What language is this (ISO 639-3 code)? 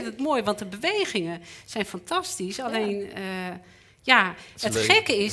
nld